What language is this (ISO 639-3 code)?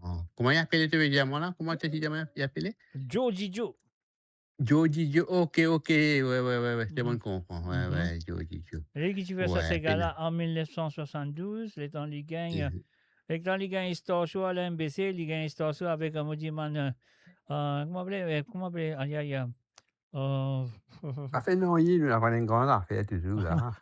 mfe